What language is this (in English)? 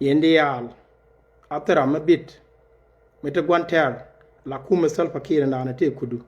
Nuer